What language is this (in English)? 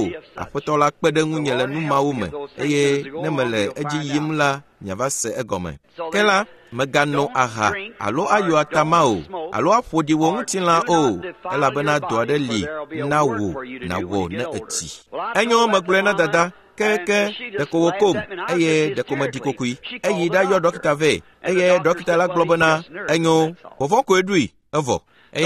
Ewe